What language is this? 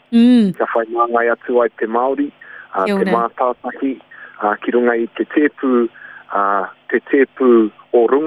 Māori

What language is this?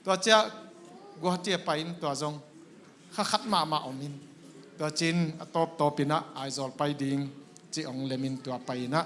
Tedim Chin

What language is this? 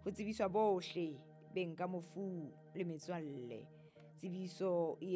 Southern Sotho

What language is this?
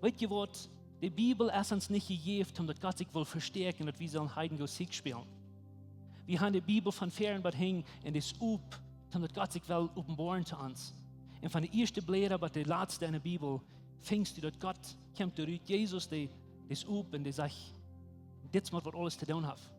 Plautdietsch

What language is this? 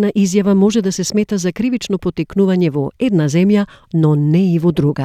Macedonian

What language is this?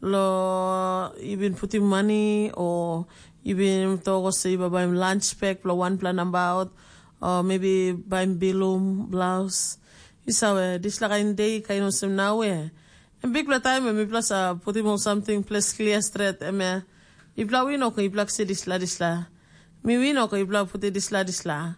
Tok Pisin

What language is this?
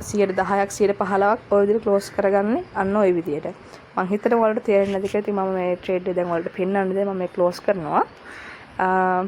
Sinhala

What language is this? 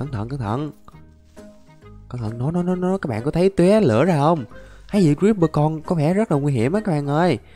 Vietnamese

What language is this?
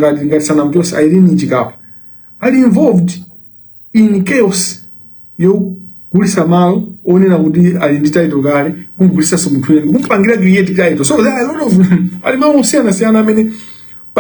Nyanja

